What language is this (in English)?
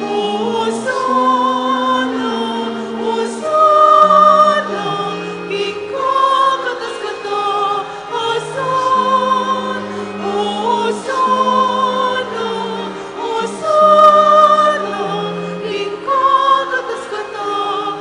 Pampanga